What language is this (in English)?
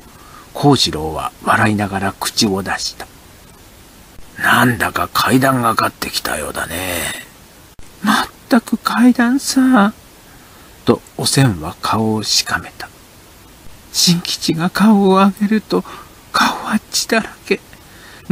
Japanese